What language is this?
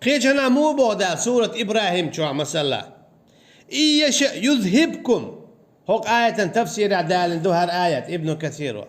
Chechen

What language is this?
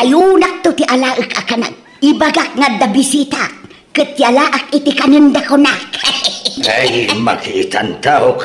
Iloko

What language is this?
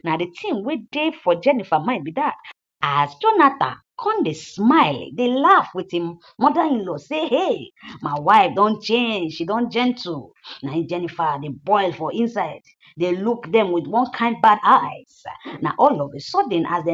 Nigerian Pidgin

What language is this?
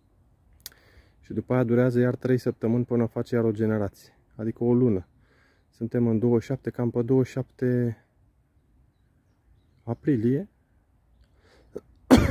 Romanian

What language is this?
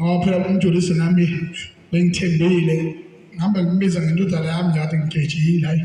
Zulu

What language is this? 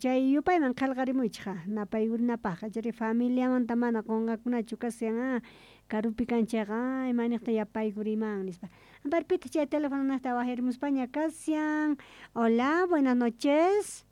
South Bolivian Quechua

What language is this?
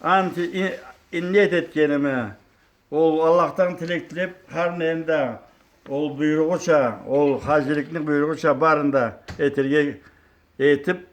Karachay-Balkar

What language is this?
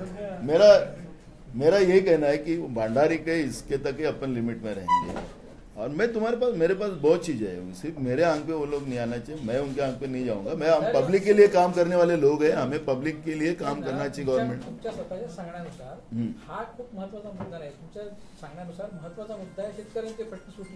Marathi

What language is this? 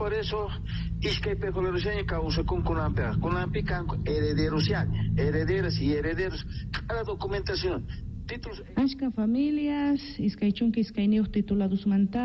Quechua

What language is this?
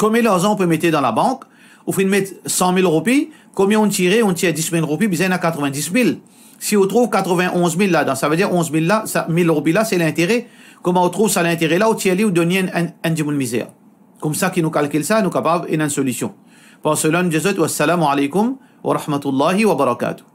Morisyen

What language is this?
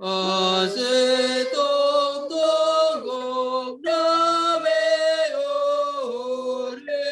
Batak Simalungun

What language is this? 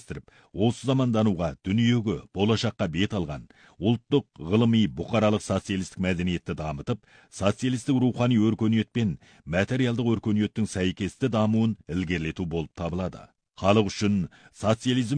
Kazakh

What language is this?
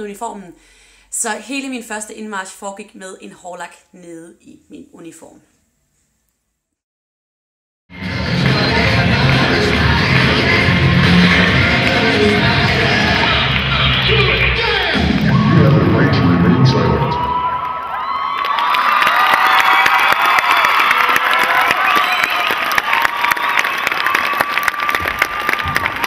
Danish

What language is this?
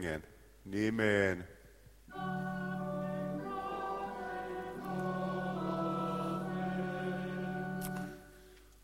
Finnish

